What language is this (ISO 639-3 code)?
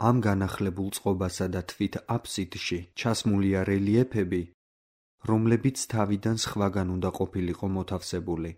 kat